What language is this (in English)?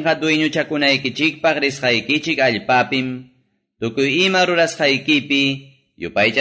Quechua